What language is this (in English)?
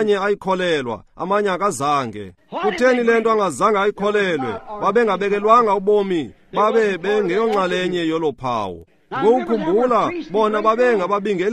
Xhosa